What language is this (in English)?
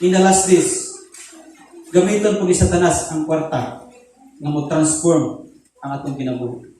Cebuano